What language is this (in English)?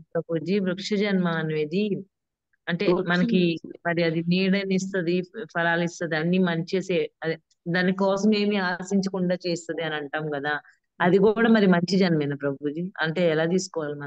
Telugu